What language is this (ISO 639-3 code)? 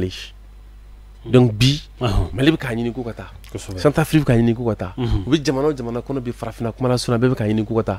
bam